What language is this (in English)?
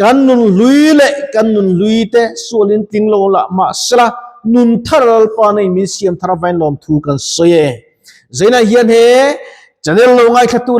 Mizo